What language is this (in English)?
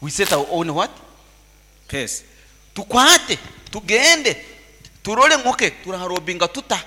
Nyoro